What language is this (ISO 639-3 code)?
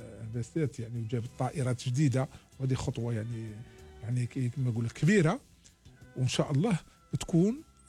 arq